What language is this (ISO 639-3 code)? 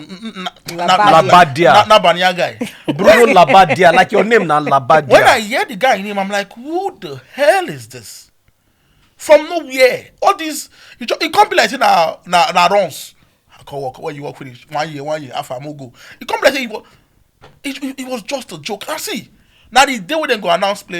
pcm